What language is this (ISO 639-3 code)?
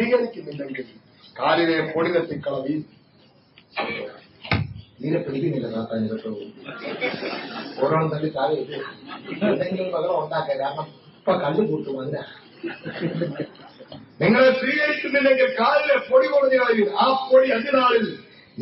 mal